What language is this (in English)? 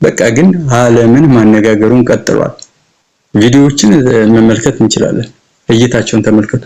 Amharic